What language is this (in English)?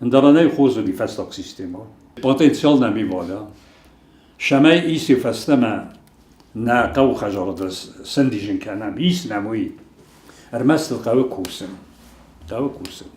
Ossetic